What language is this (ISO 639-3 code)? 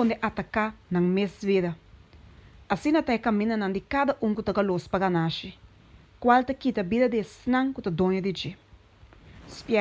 pap